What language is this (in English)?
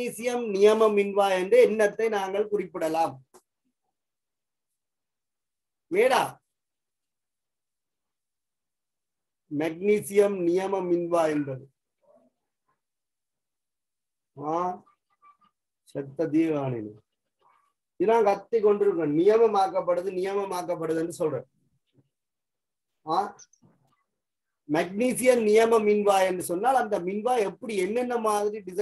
Tamil